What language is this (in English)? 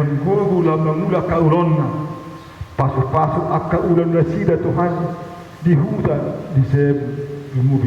Batak Toba